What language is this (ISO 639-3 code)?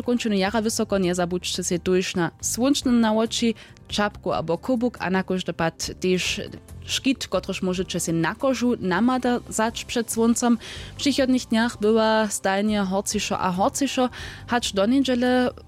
hsb